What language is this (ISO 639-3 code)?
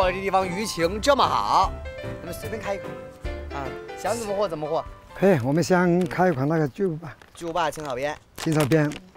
zho